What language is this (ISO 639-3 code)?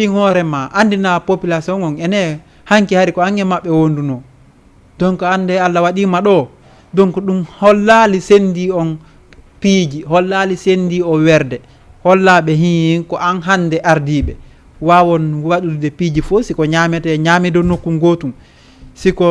ful